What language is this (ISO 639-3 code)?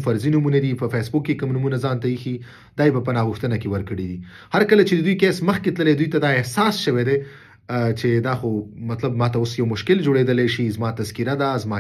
pus